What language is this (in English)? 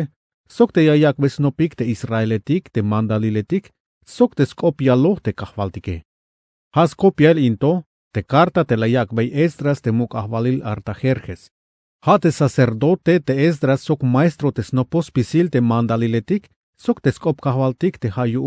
Tzeltal